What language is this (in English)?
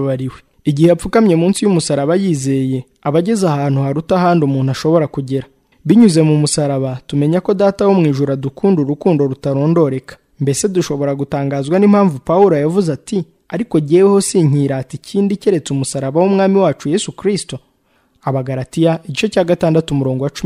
Kinyarwanda